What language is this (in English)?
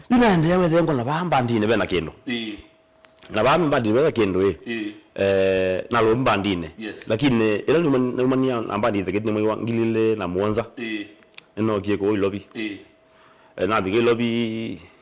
Kamba